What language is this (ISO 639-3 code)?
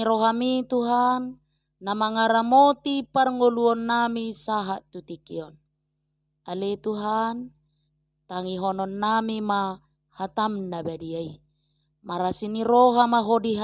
bbc